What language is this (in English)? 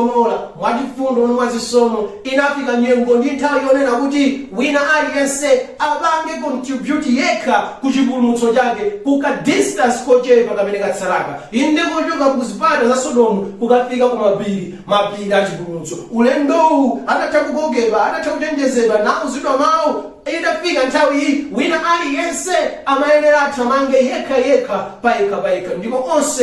Nyanja